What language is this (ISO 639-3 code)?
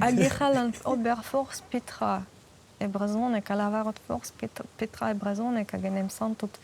bre